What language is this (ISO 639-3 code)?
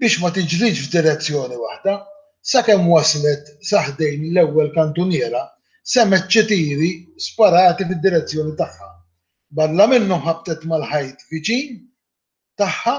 mlt